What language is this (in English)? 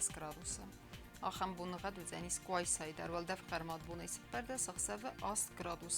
Ossetic